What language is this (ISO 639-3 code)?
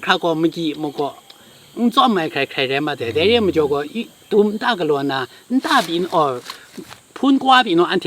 kac